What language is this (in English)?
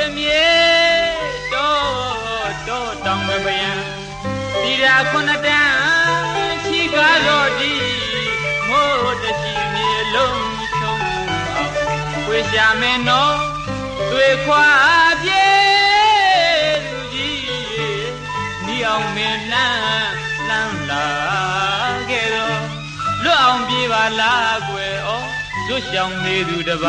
Burmese